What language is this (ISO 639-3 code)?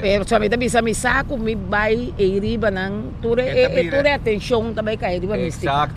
pap